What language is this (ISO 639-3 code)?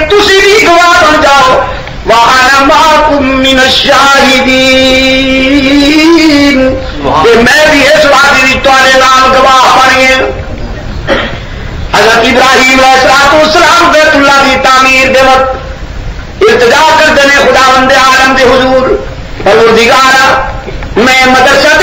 urd